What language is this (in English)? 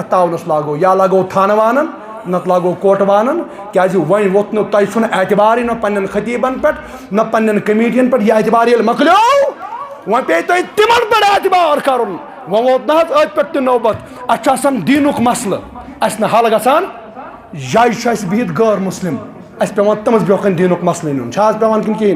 Kashmiri